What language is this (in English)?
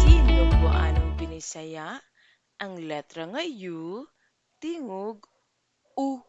Cebuano